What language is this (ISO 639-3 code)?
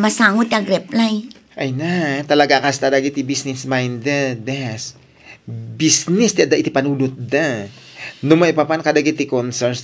ilo